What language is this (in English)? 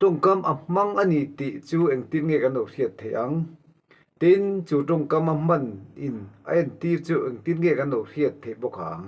Mizo